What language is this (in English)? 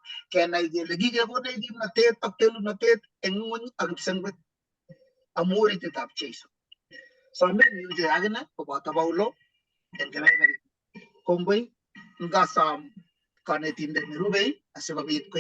Kalenjin